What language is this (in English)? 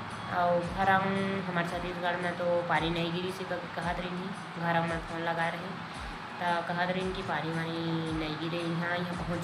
Chhattisgarhi